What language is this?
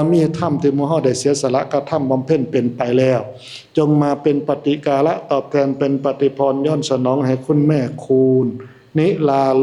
Northeastern Thai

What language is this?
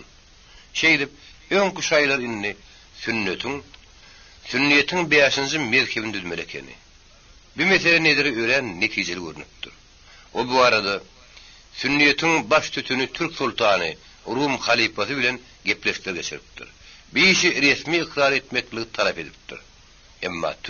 Turkmen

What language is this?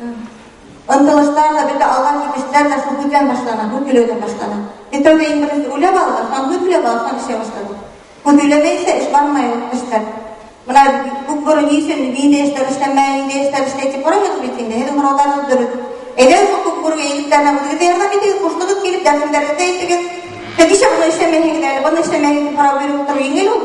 Bashkir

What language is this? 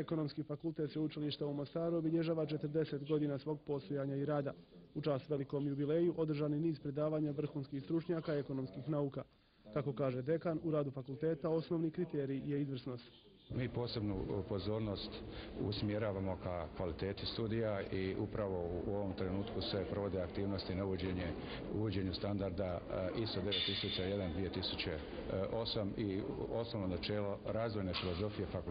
Bosnian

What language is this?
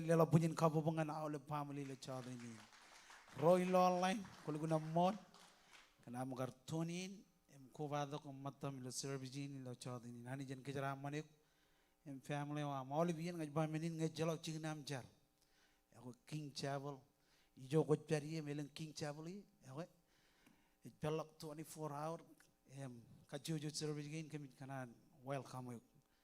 Marshallese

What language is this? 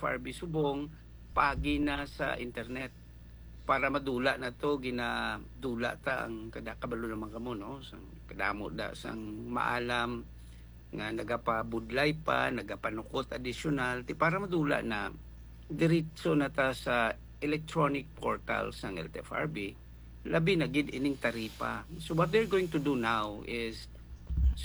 Hiligaynon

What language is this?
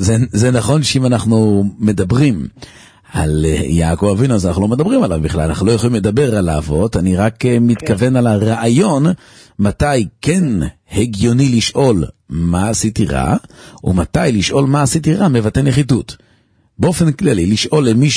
Hebrew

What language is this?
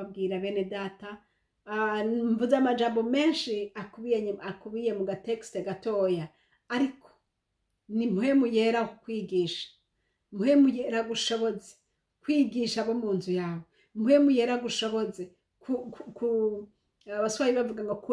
Rundi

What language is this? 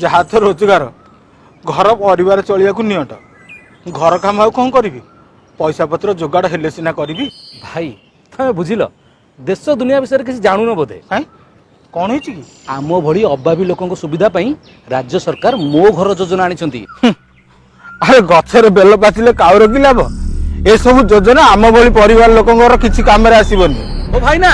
Odia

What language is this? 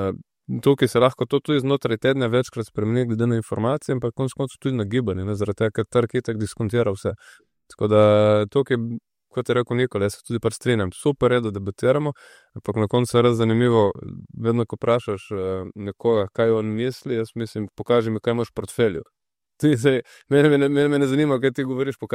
Slovenian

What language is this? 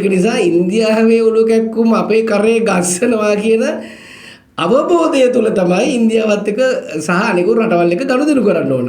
Sinhala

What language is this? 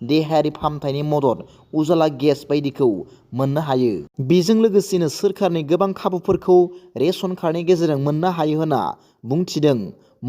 Bodo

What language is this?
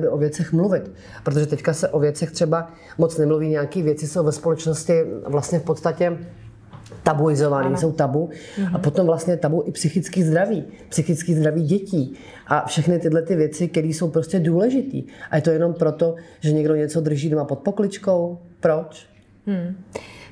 Czech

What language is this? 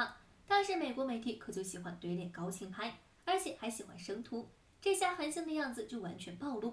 Chinese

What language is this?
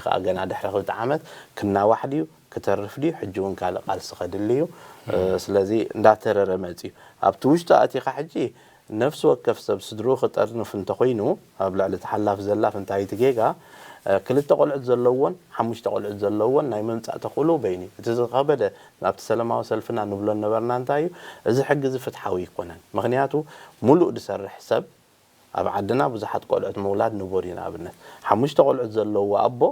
Tigrinya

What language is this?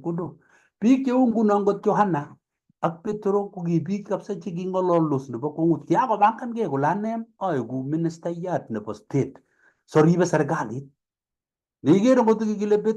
Kalenjin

